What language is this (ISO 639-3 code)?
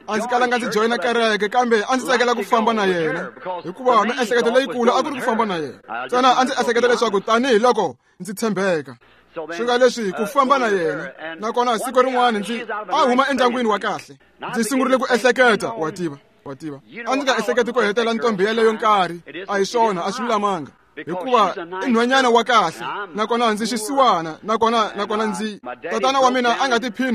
tso